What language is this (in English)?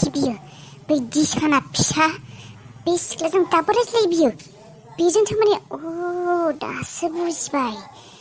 Bodo